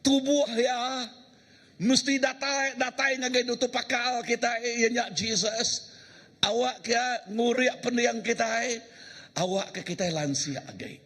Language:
Iban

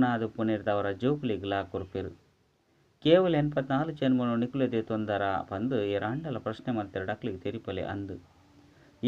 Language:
Tulu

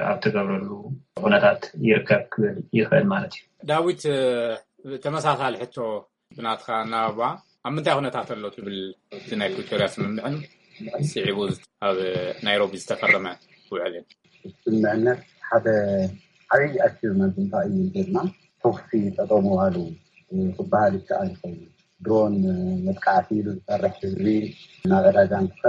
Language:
Tigrinya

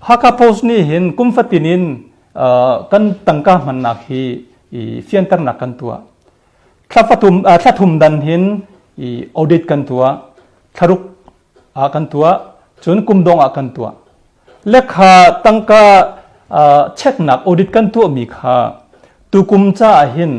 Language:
Hakha Chin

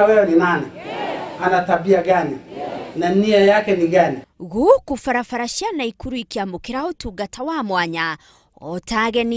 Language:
Kikuyu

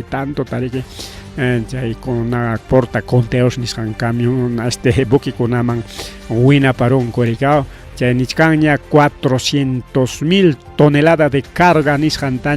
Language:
Ayacucho Quechua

